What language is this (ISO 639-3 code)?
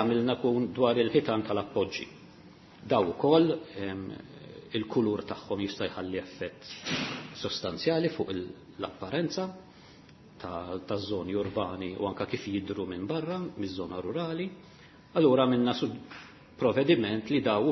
mlt